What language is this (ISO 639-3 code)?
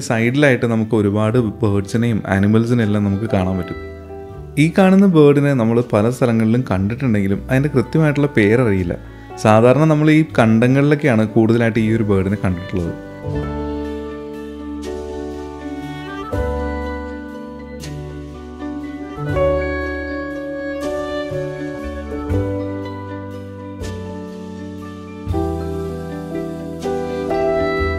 mal